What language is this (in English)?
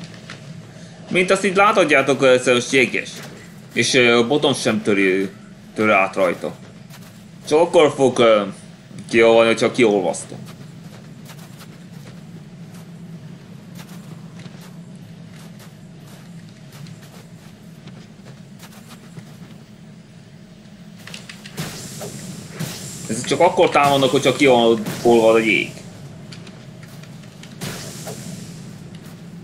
Hungarian